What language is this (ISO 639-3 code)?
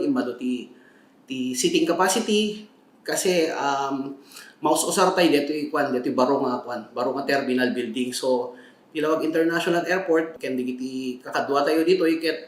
ilo